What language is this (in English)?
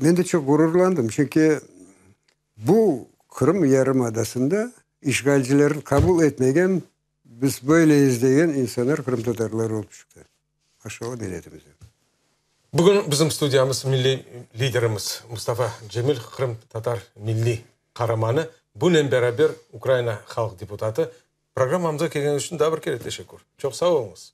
Crimean Tatar